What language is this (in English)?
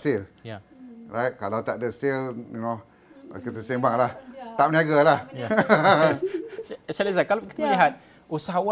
Malay